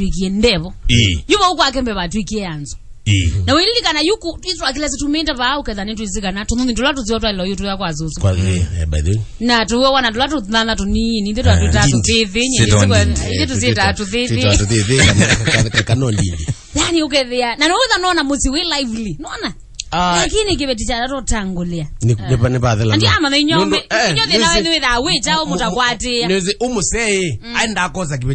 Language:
Kamba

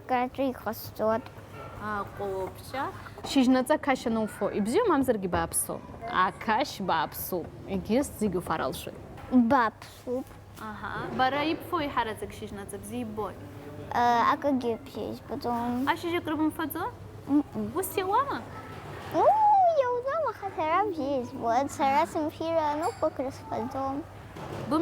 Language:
Abkhazian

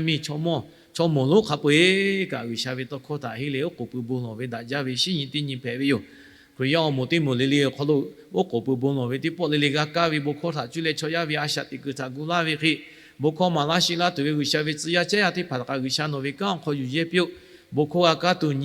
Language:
Lahu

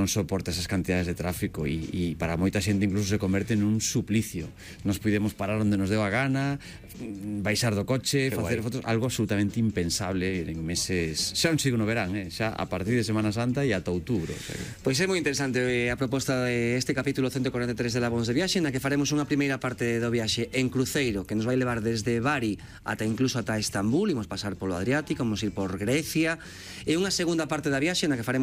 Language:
Galician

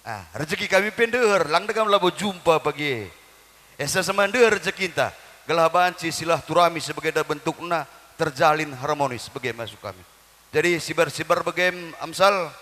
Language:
Batak Karo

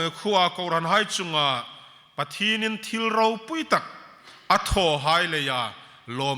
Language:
Hmar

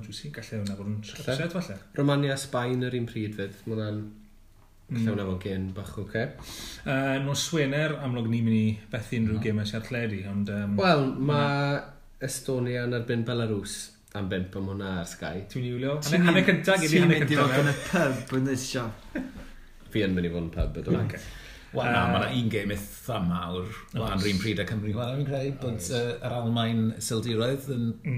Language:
Welsh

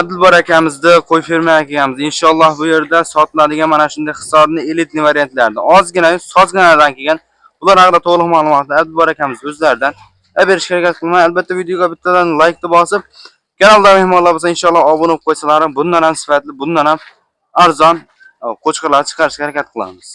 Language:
Uzbek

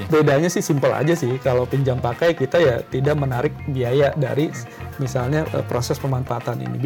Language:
Indonesian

